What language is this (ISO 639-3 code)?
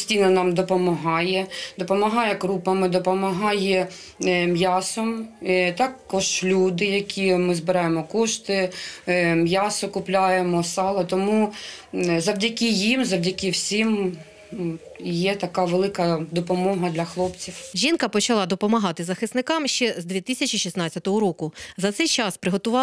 ukr